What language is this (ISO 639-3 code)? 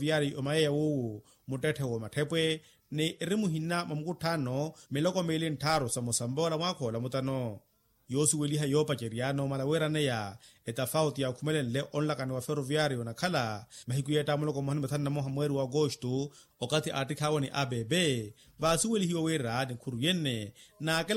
vmw